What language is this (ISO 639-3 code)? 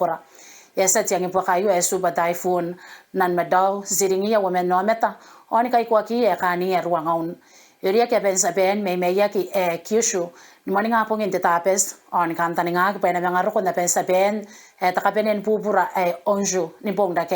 gil